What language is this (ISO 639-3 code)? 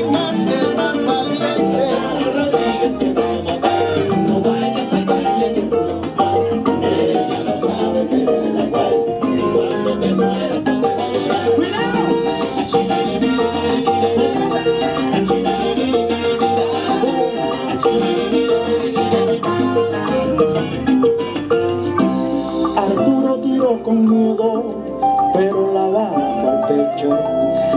spa